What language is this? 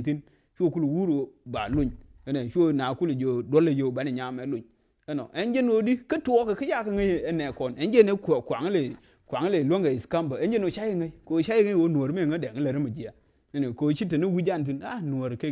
Nuer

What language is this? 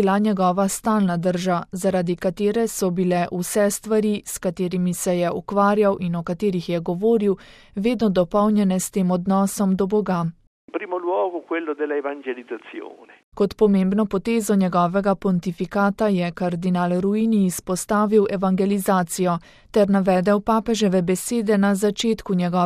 Slovenian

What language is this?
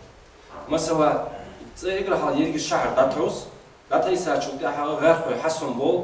Ingush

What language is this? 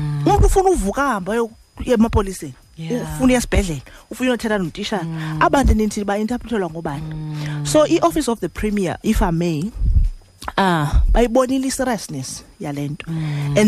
Xhosa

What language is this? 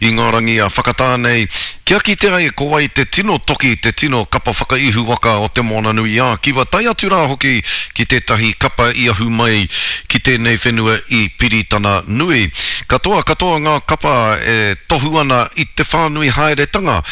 Māori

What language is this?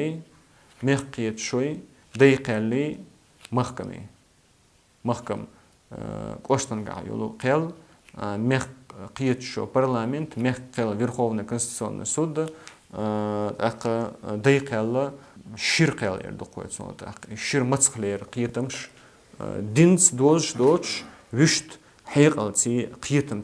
Chechen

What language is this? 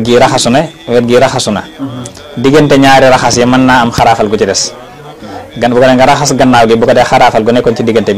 Wolof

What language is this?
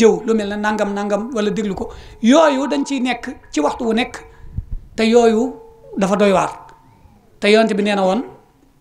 Wolof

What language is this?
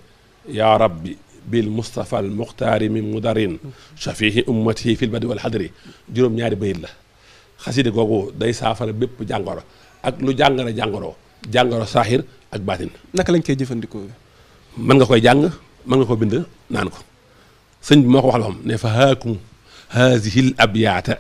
Wolof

